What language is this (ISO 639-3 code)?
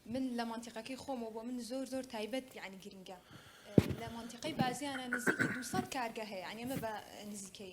ckb